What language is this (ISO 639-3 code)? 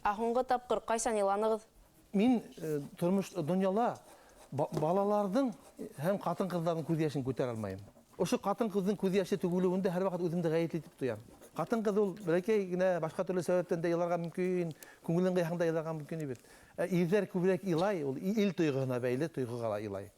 bak